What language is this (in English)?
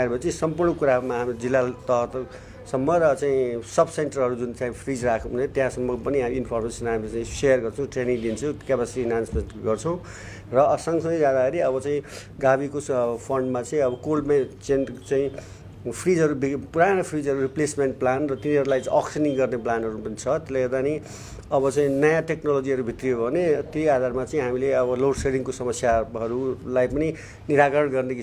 Nepali